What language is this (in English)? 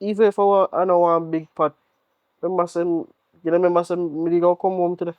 Jamaican Creole English